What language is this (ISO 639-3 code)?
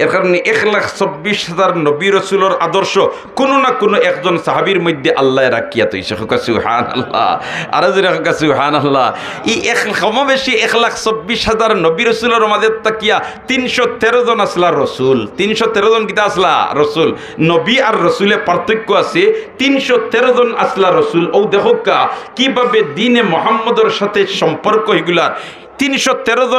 syl